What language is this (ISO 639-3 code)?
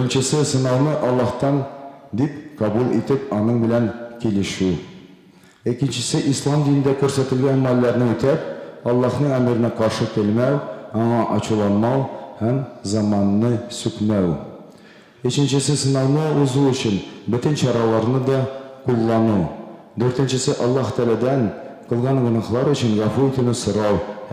tat